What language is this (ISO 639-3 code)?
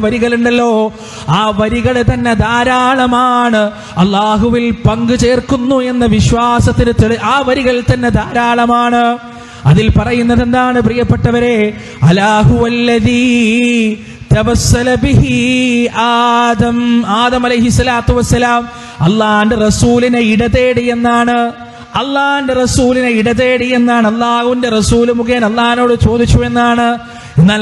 mal